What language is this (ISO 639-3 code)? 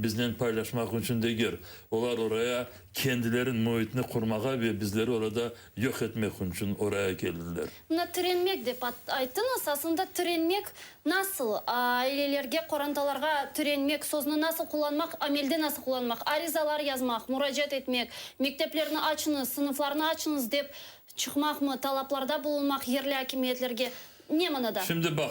crh